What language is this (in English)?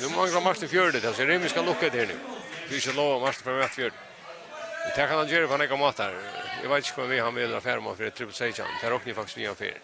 Faroese